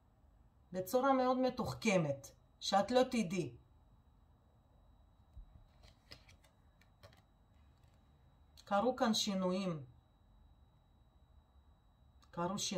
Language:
Hebrew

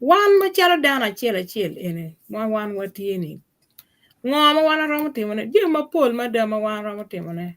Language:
Acoli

